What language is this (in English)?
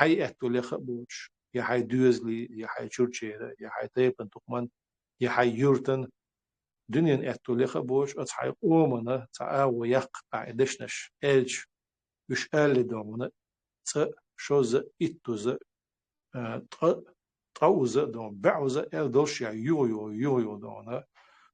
Chechen